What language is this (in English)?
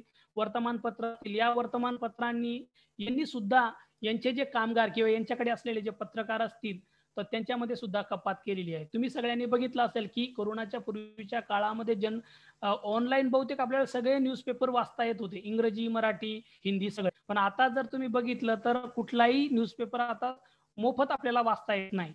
Marathi